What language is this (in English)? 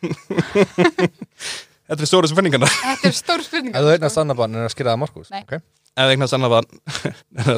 Icelandic